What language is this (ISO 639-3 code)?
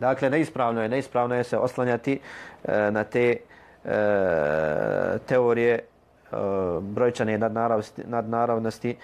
bos